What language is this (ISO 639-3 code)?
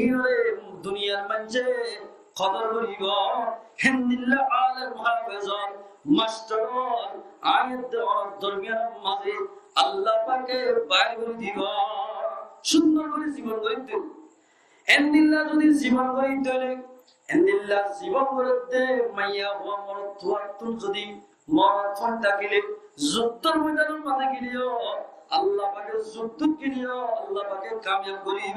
rhg